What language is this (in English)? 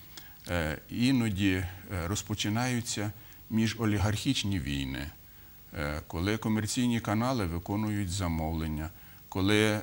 Ukrainian